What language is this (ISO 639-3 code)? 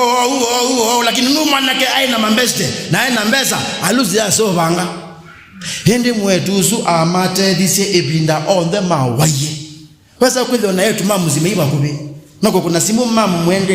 kam